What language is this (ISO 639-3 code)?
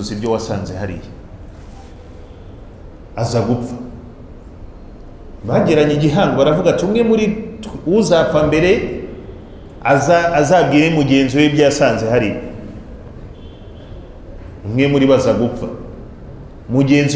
kin